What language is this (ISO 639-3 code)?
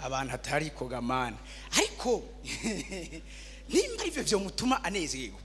run